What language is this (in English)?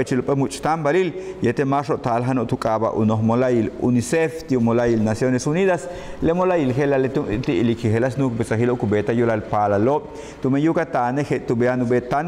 Yucateco